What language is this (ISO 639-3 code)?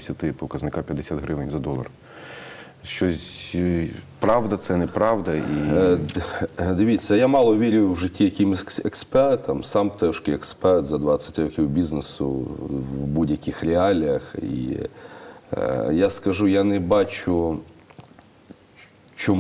ukr